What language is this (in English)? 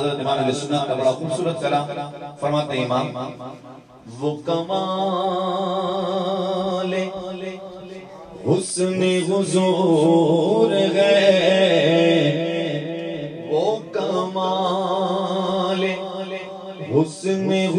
Urdu